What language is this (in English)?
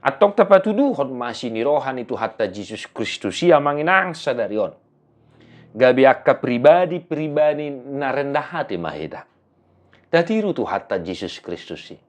Batak Toba